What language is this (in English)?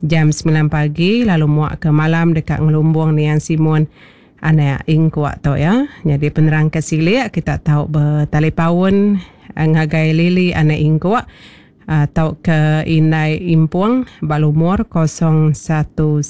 Iban